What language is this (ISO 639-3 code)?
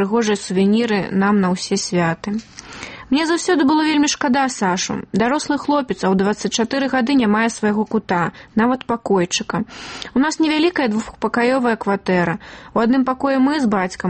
bel